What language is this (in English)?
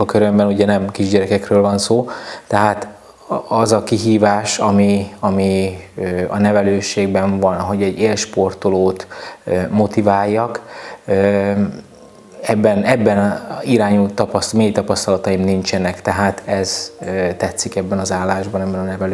Hungarian